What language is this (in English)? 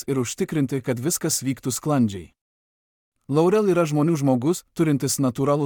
Lithuanian